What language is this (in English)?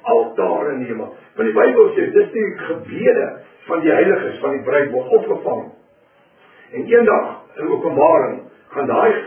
Afrikaans